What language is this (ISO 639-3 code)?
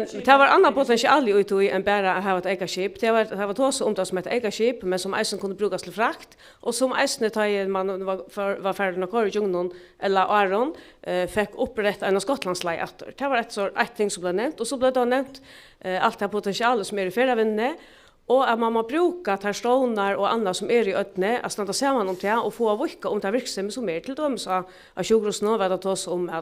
fao